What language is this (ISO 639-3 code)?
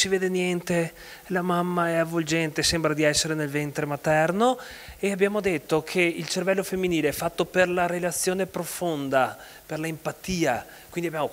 ita